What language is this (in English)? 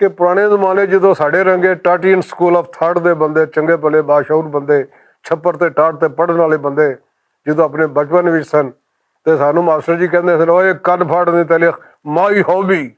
Western Panjabi